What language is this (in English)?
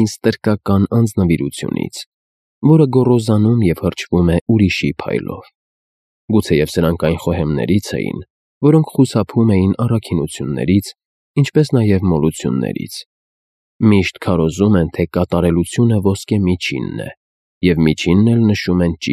Armenian